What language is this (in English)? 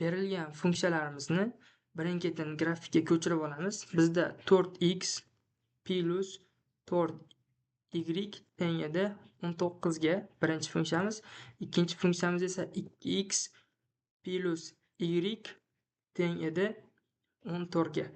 Uzbek